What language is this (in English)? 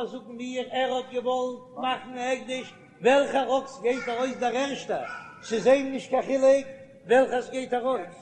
Yiddish